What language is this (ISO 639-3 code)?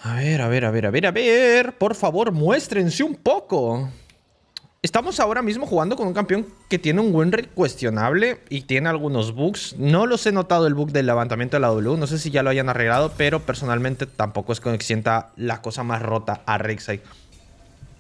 spa